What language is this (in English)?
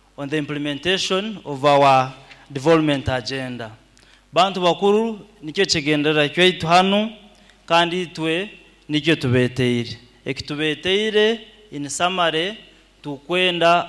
Nyoro